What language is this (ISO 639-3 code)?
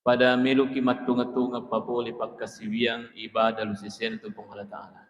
bug